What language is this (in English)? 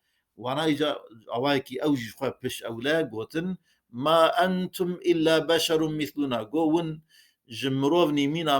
Kurdish